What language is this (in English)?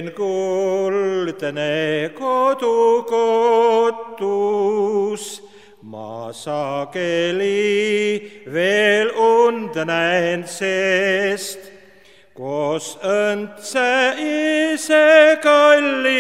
Estonian